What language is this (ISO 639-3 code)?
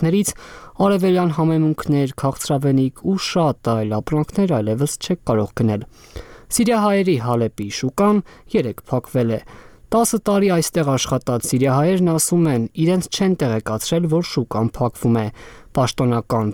hye